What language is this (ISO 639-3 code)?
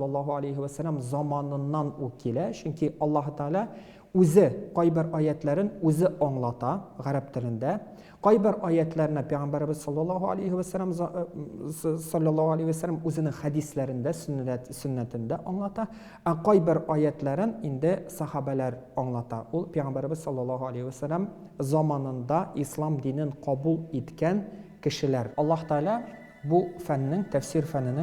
tat